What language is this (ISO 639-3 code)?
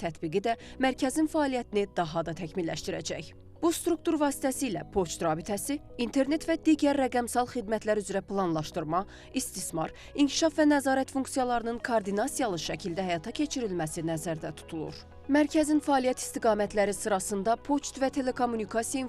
aze